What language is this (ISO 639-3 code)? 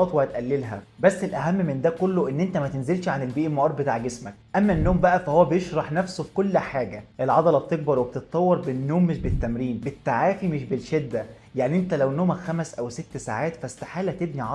arz